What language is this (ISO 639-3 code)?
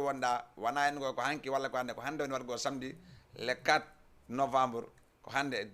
ful